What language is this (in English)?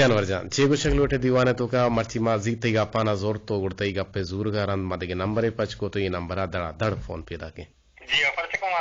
Eastern Balochi